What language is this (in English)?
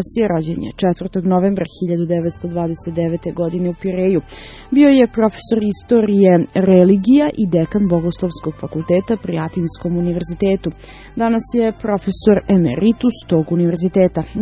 Serbian